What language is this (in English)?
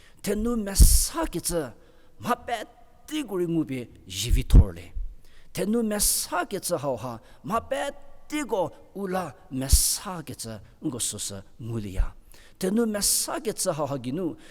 Angami Naga